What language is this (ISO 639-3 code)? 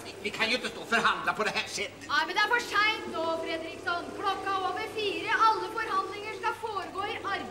nor